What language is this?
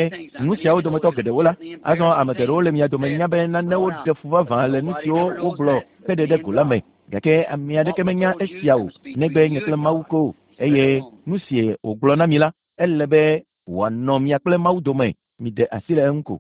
Ewe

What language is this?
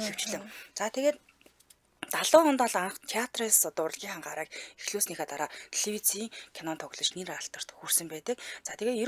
Mongolian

